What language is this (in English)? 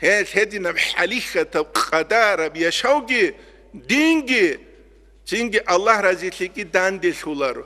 Avaric